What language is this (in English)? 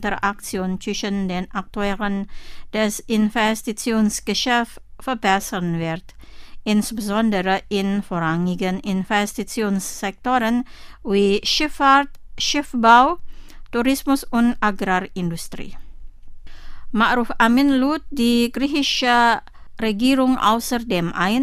German